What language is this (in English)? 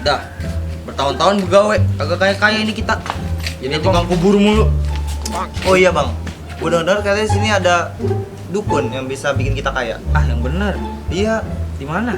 Betawi